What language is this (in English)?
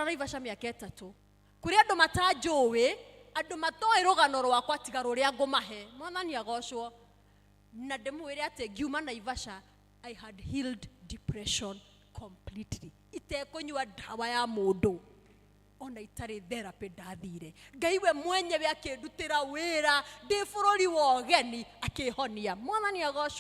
Kikuyu